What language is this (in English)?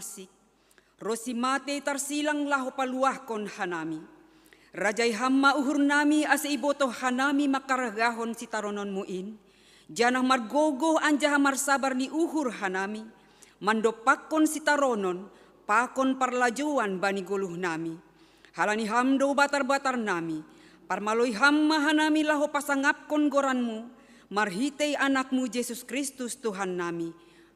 Batak Simalungun